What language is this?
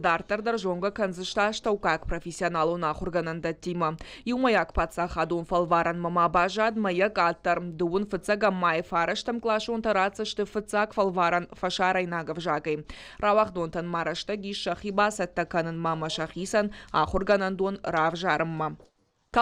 Ossetic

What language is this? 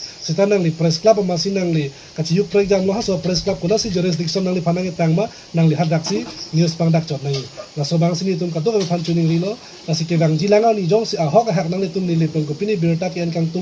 Karbi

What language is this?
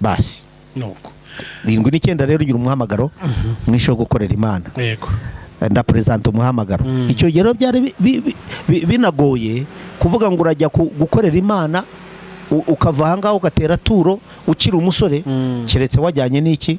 Kinyarwanda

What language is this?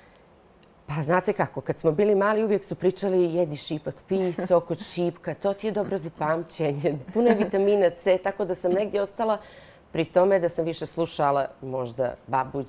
Bosnian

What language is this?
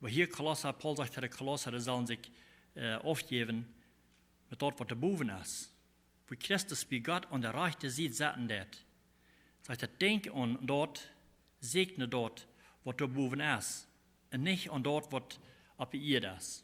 Plautdietsch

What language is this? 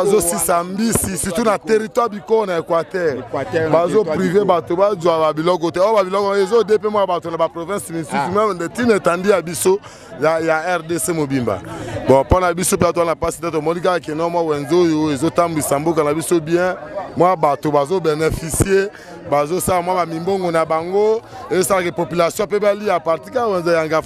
Lingala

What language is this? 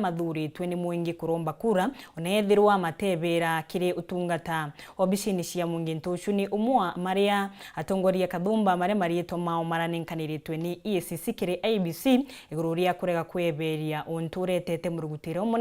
Meru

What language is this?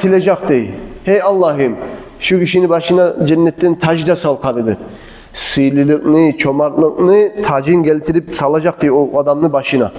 Kumyk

